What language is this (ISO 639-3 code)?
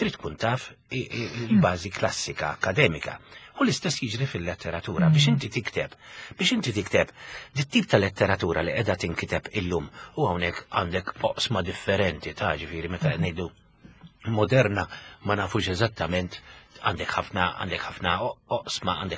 mlt